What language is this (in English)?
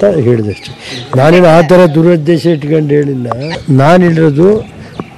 Kannada